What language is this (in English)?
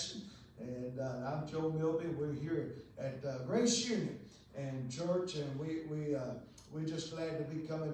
English